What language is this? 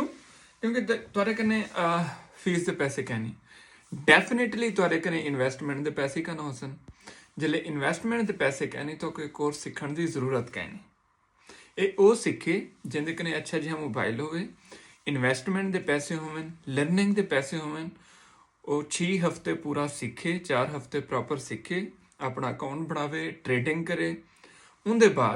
Saraiki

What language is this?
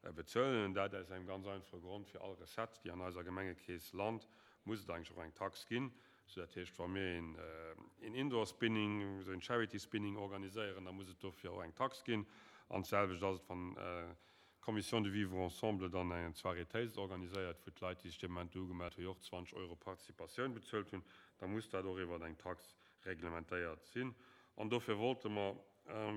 Luxembourgish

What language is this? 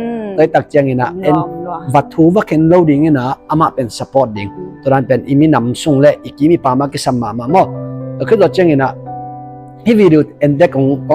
Tedim Chin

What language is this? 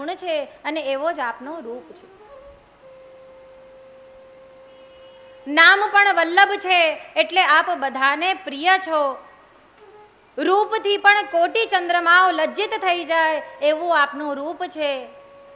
Gujarati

